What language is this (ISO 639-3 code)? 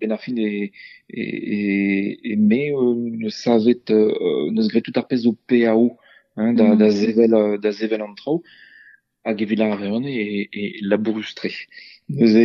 bre